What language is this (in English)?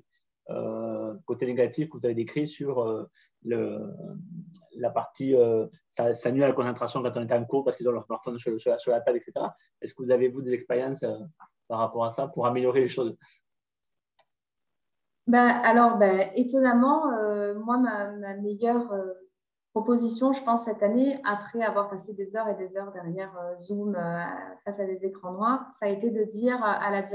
French